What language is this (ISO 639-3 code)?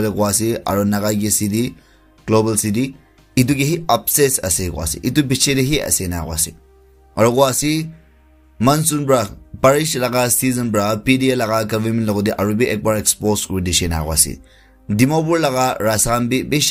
nag